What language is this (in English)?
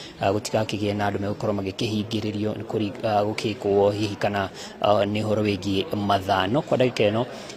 Kikuyu